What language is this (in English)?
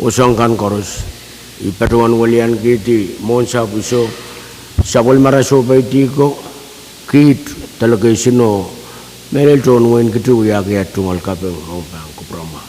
Pohnpeian